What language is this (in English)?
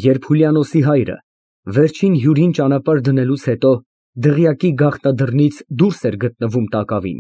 Armenian